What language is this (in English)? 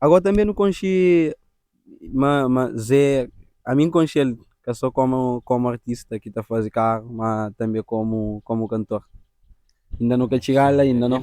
Kabuverdianu